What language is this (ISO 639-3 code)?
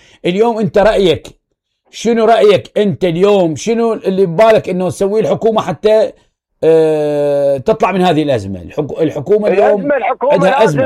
acm